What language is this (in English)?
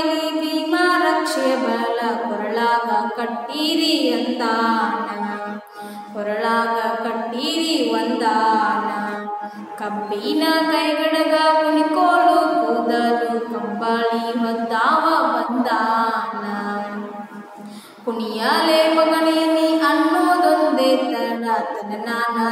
Kannada